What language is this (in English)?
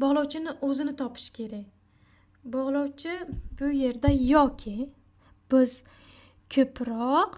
Uzbek